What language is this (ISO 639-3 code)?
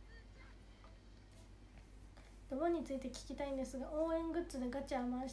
jpn